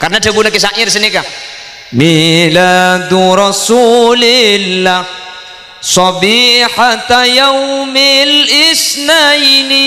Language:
Madurese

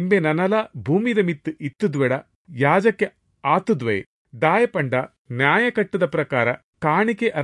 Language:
Tulu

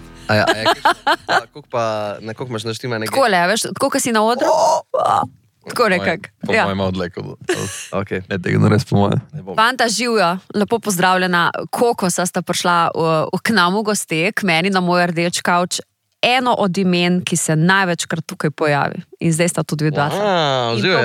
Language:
Slovenian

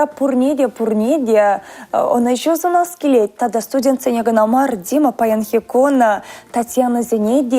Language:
Chuvash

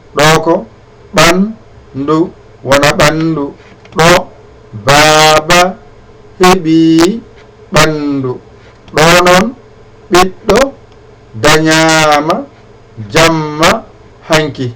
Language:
Fula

